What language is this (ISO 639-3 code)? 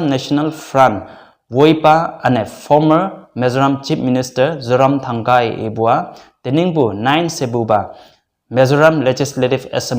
nbe